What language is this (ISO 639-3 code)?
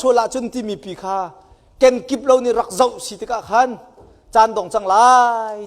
cnh